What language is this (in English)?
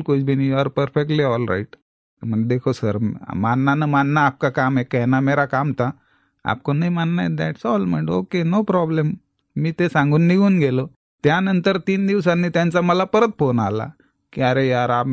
Marathi